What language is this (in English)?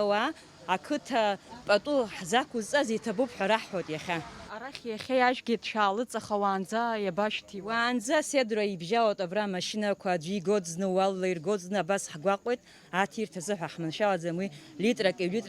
Abkhazian